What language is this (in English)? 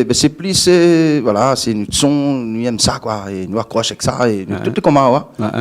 Réunion Creole French